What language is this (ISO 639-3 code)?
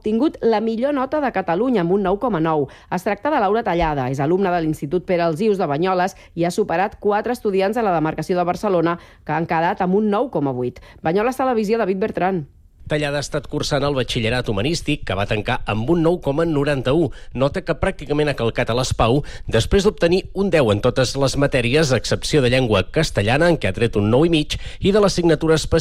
cat